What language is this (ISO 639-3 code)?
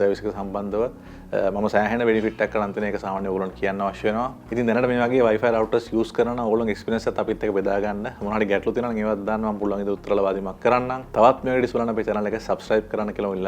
sin